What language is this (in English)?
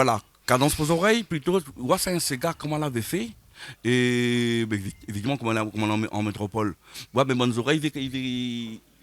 Réunion Creole French